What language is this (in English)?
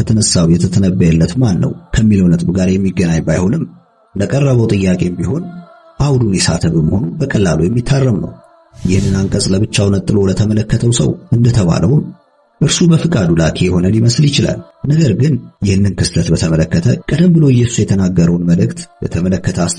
Amharic